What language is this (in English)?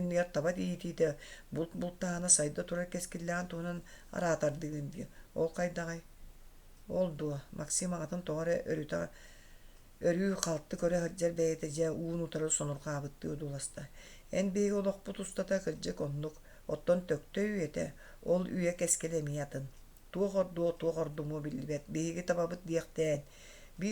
Yakut